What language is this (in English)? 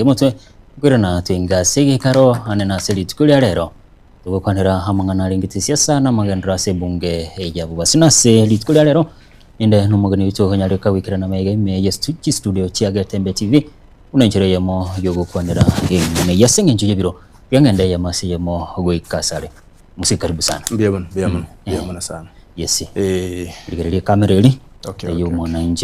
Gusii